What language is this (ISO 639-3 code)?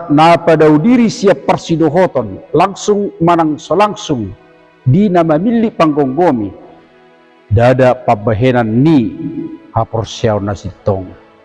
bbc